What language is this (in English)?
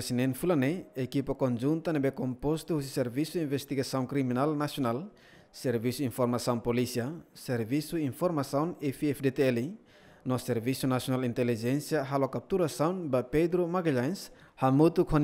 Tetum